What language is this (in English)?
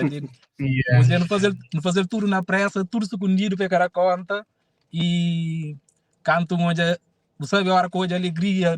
Kabuverdianu